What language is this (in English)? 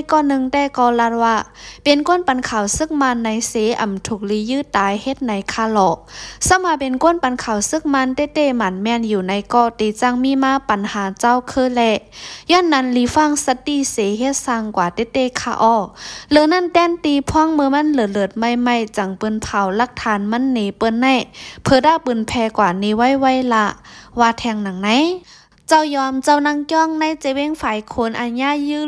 Shan